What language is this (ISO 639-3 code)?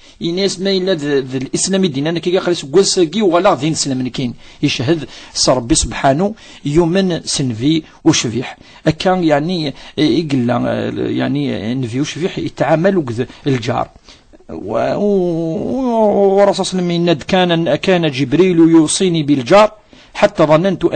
kab